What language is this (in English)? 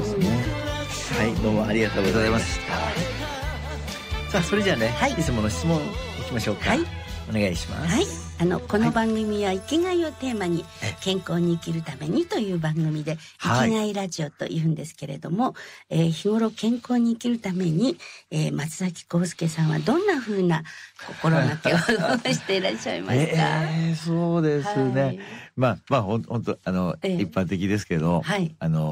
Japanese